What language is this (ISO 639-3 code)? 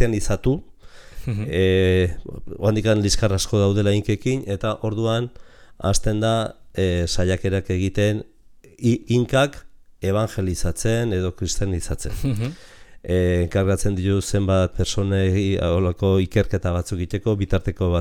eus